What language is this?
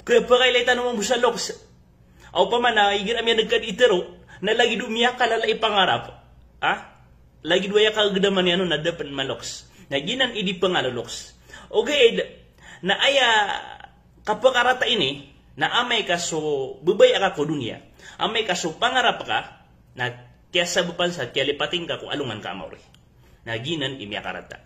Maranao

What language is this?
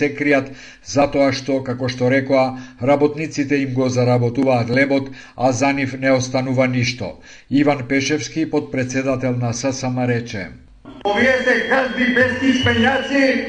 Macedonian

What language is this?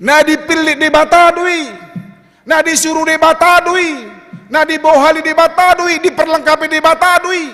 Batak Toba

